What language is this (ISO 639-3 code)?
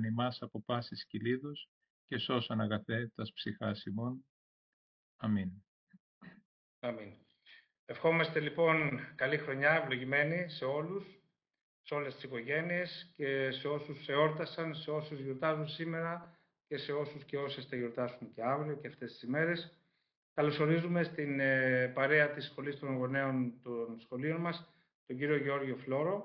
ell